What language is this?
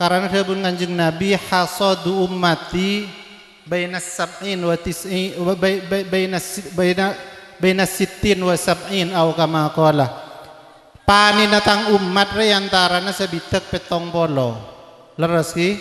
Madurese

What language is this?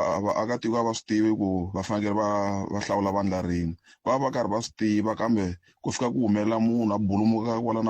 Tsonga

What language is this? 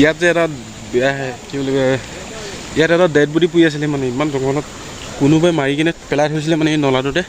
Assamese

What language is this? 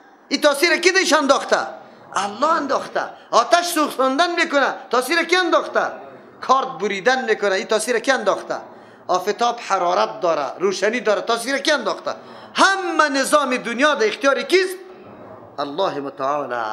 Persian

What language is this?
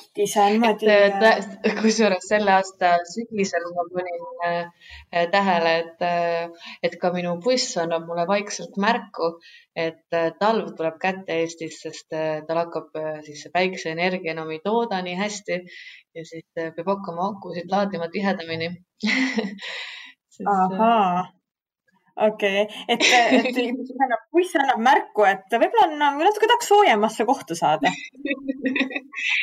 Estonian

